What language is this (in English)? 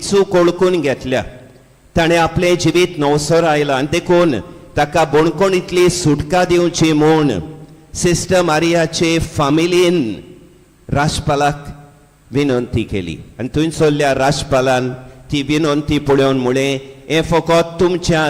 Konkani